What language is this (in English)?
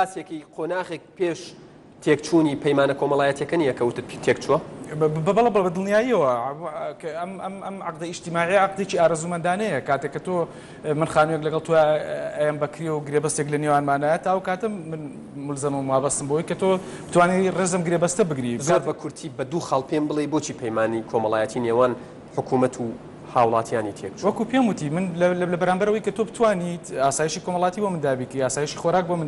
Central Kurdish